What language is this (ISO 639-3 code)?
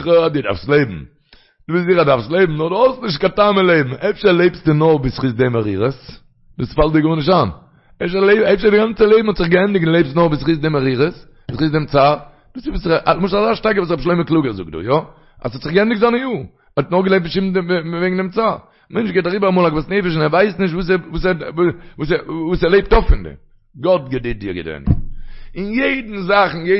yid